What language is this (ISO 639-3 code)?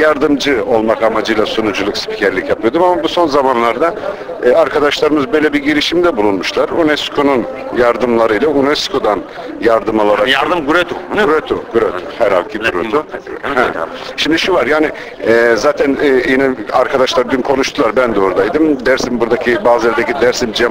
zza